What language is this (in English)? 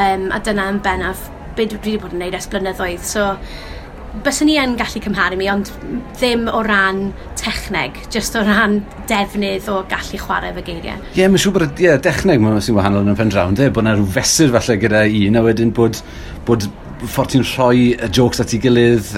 Welsh